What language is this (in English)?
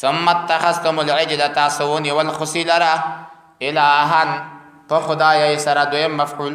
Pashto